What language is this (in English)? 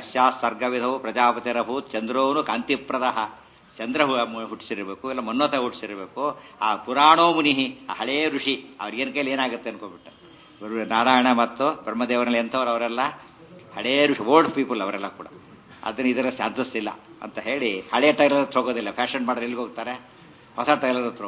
Kannada